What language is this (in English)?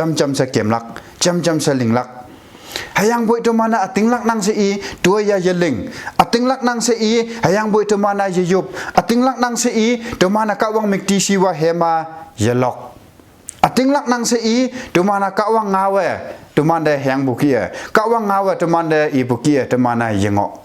Konyak Naga